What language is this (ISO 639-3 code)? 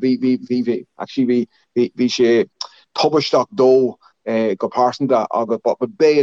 gle